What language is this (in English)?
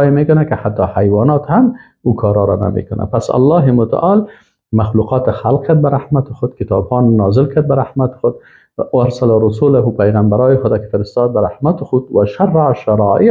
Persian